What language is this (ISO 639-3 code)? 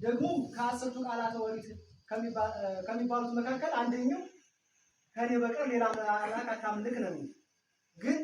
amh